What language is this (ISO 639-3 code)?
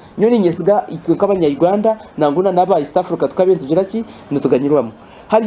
nyn